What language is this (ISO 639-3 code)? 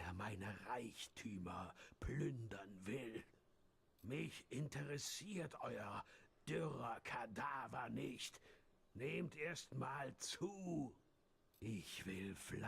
gsw